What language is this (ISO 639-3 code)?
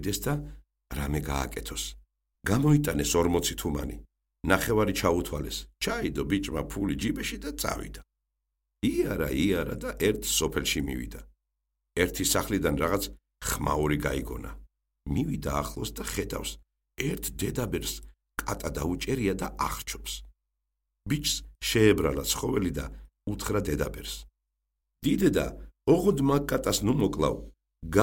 kat